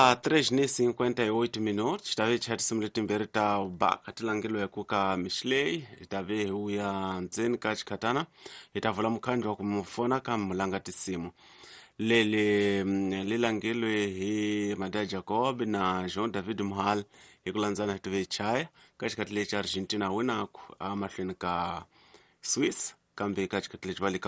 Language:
Tsonga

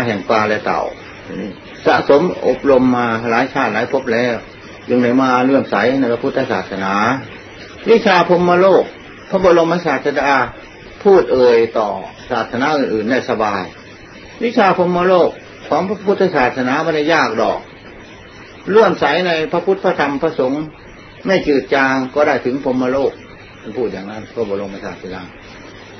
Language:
Thai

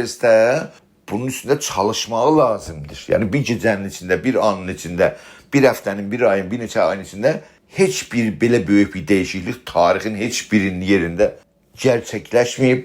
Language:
South Azerbaijani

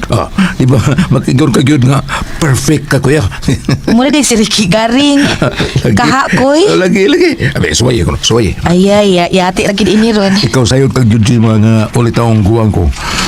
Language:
Cebuano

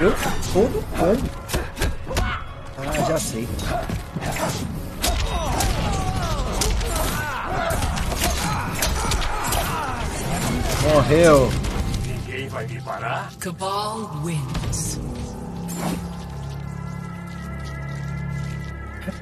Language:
Portuguese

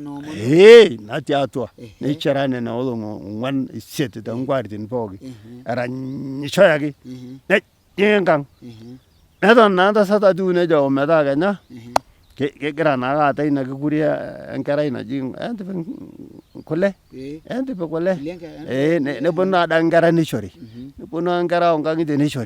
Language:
Masai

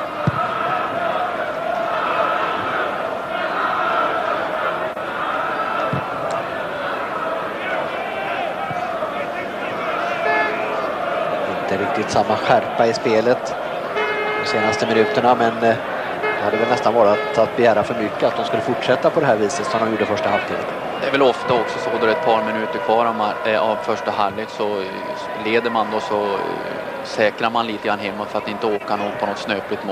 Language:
Swedish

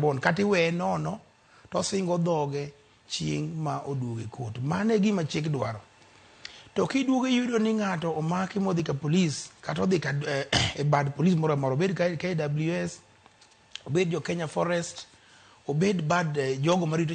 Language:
Luo (Kenya and Tanzania)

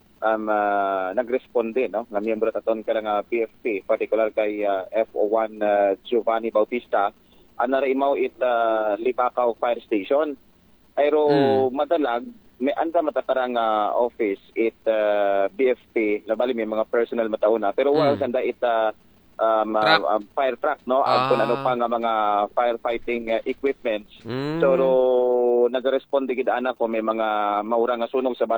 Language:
Aklanon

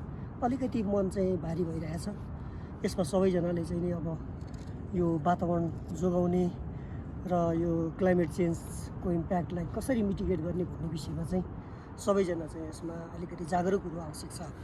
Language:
Nepali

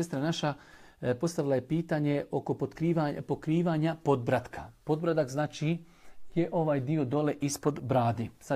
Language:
Bosnian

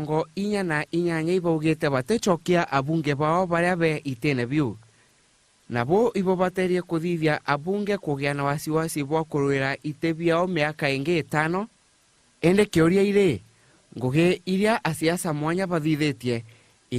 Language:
Meru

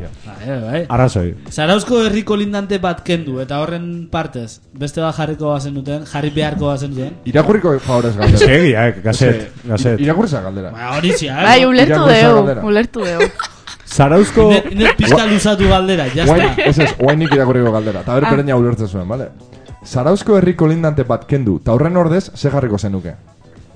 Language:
Basque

